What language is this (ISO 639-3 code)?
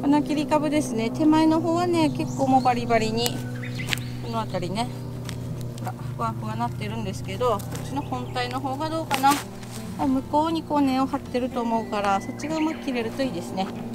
jpn